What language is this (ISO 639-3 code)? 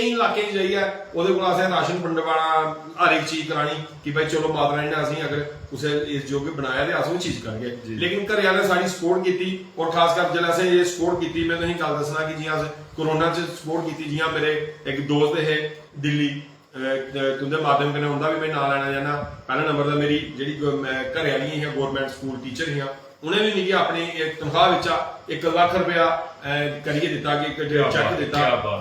doi